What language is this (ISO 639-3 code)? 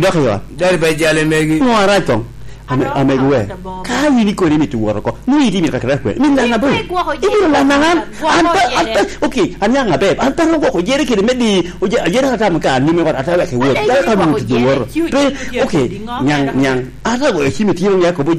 laj